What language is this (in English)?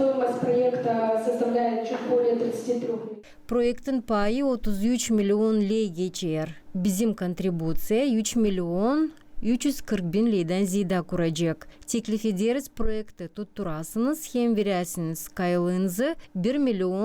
Gagauz